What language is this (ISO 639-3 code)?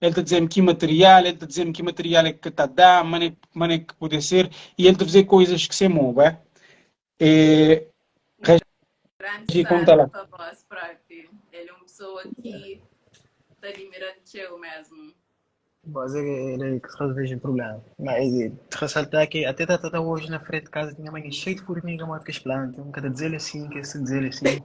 kea